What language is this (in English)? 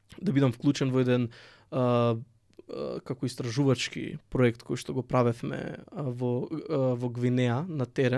Macedonian